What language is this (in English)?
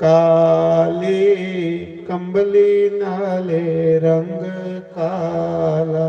Dogri